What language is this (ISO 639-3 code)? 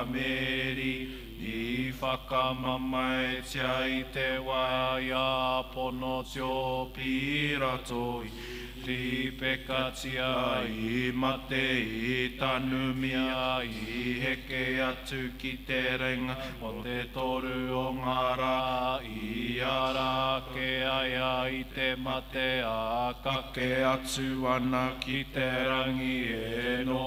mri